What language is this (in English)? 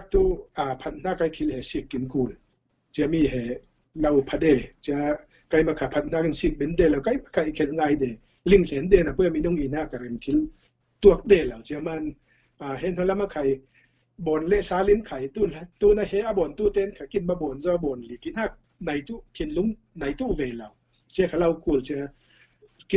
Falam Chin